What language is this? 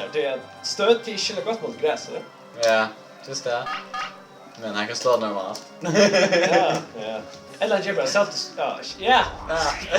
Faroese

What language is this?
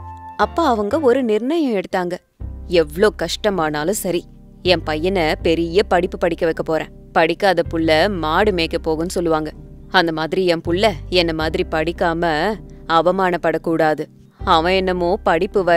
Tamil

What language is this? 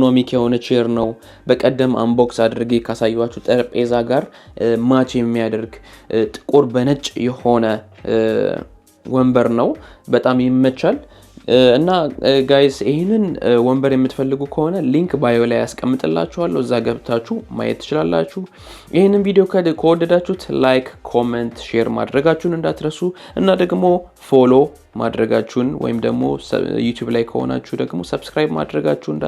Amharic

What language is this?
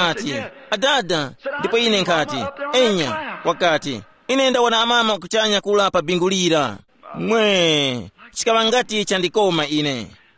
Tumbuka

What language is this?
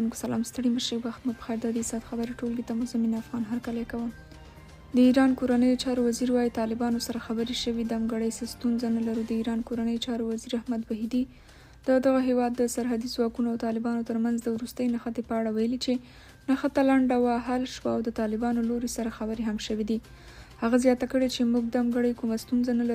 Pashto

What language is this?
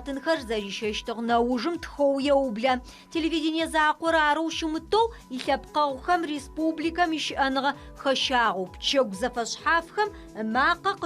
Adyghe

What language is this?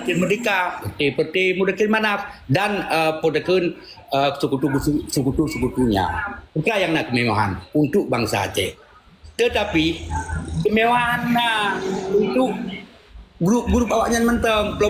Achinese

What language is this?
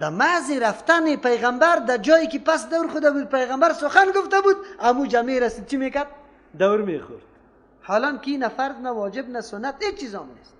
Persian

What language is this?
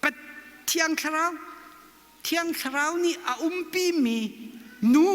Hakha Chin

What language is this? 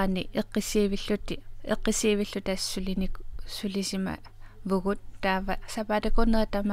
Kalaallisut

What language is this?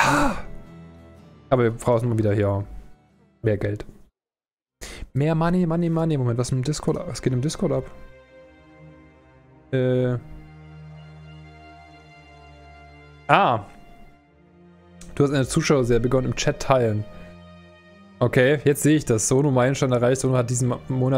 German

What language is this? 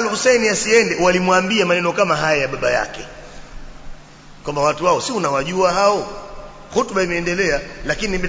Swahili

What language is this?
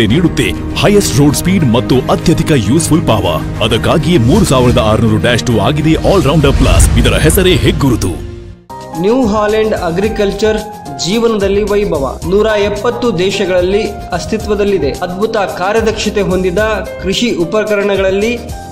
Kannada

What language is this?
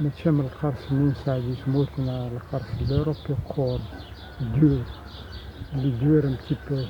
Kabyle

